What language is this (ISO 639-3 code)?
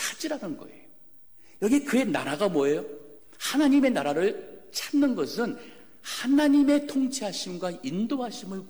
kor